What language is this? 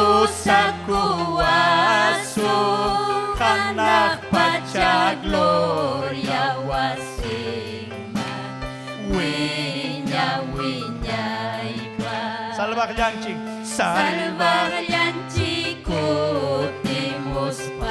Ayacucho Quechua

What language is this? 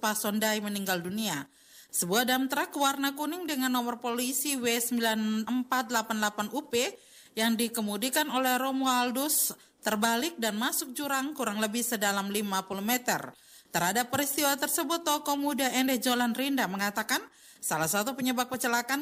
Indonesian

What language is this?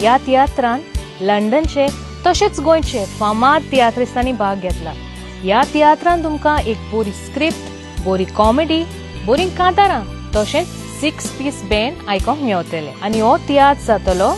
Konkani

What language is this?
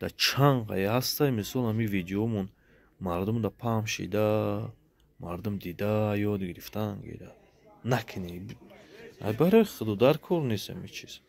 Tajik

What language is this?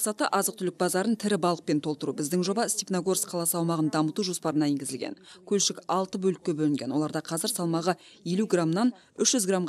Kazakh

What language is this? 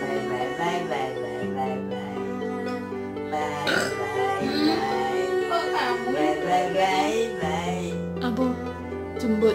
Javanese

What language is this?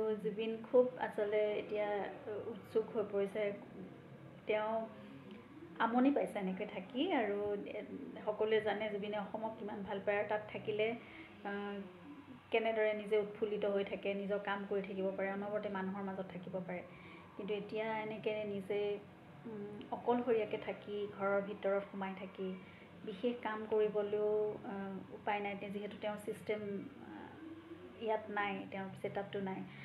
Assamese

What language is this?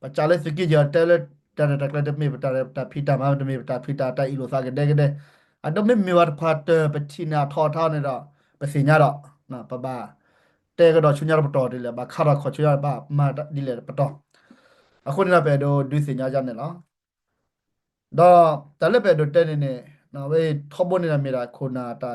S'gaw Karen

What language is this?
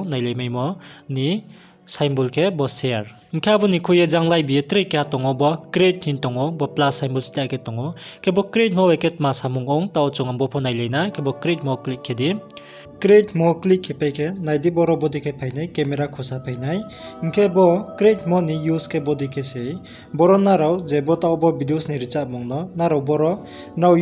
Riang (India)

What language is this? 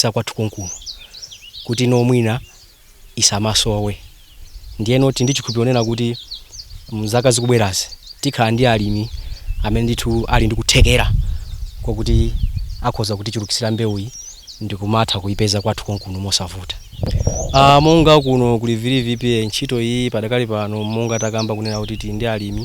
Nyanja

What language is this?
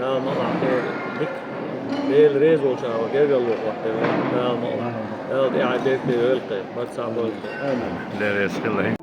Chechen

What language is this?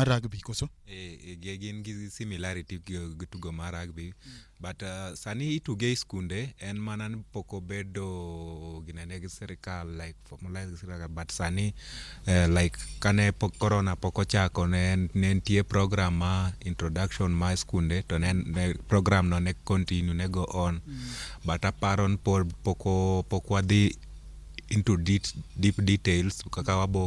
Luo (Kenya and Tanzania)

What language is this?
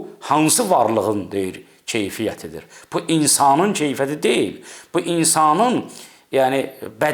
Azerbaijani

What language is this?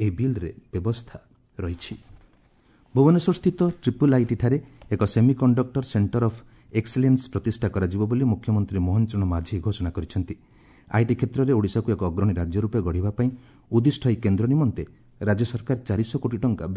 Odia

